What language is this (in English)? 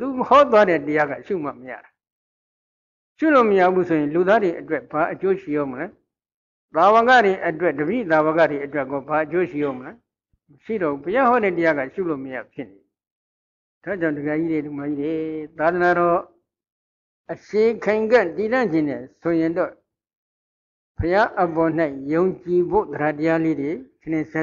Burmese